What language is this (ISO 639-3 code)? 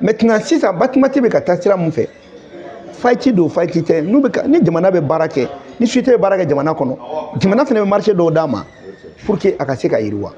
bam